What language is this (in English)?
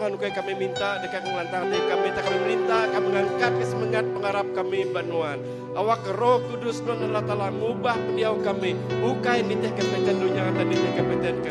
Iban